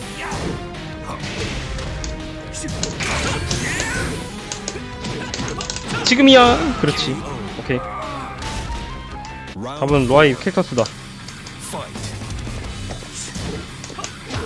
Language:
Korean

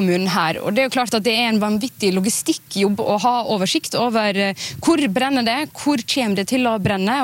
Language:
Norwegian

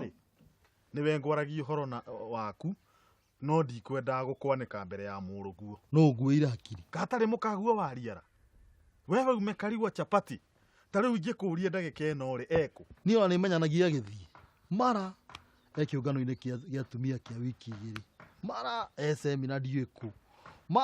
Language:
Kikuyu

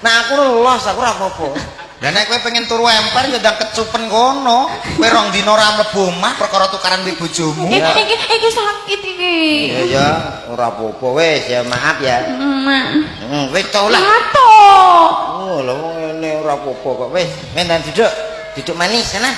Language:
Javanese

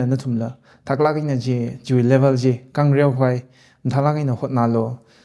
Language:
Tangkhul Naga (India)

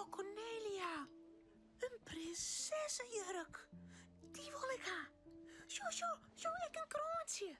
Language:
Western Frisian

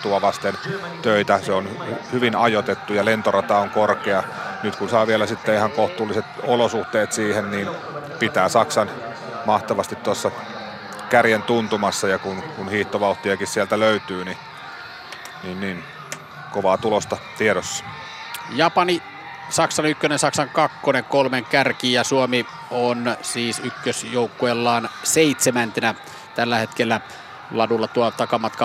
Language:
Finnish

